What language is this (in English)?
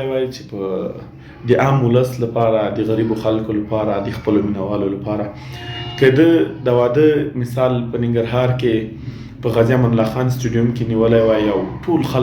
Pashto